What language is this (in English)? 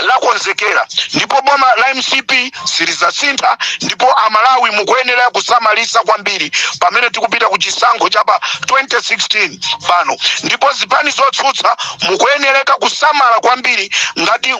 Nyanja